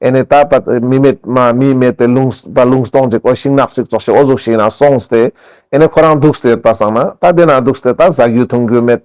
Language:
Ladakhi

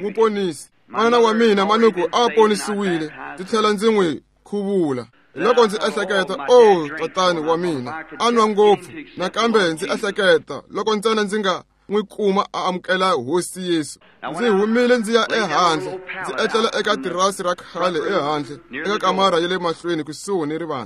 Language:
Tsonga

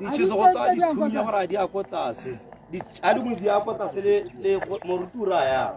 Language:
Tswana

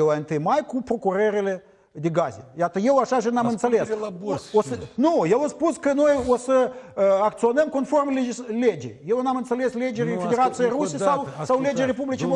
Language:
Romanian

